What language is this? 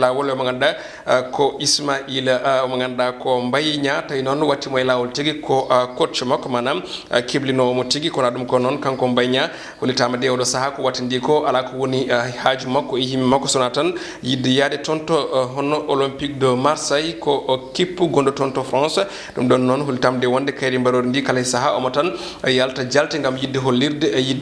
Fula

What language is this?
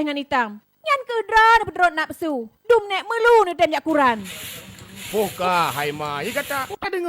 Achinese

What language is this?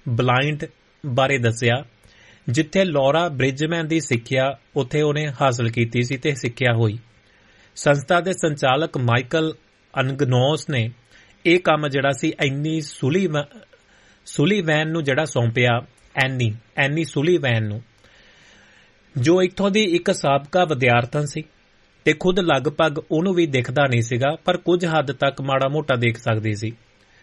Punjabi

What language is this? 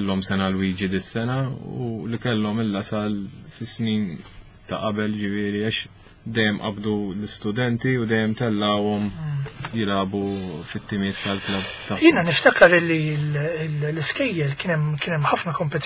Maltese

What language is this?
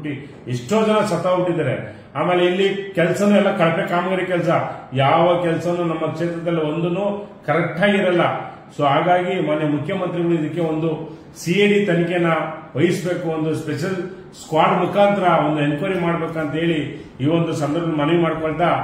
Kannada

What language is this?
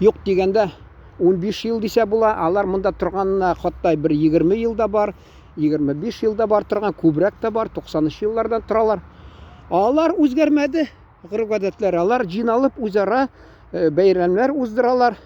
Tatar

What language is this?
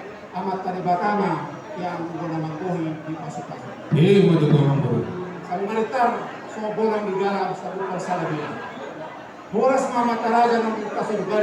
Batak Toba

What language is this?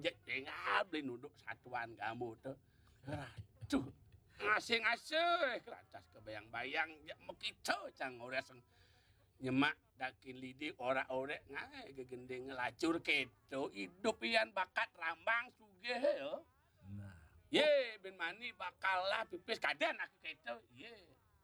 Balinese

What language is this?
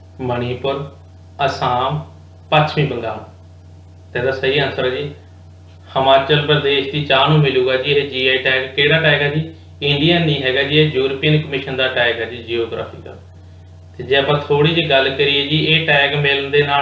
Punjabi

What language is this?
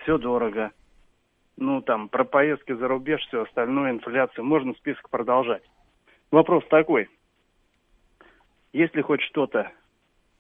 Russian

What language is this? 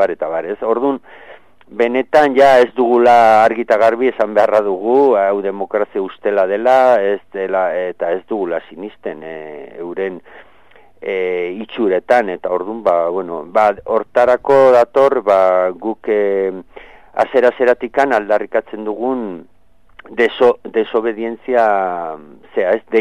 Basque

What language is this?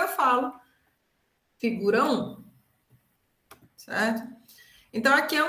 Portuguese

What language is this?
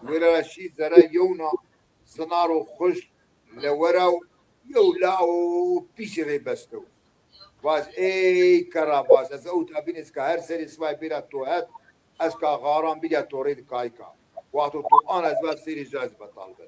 Zaza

